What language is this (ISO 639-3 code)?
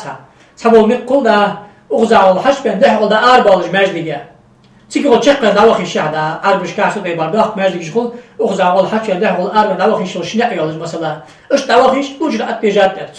inh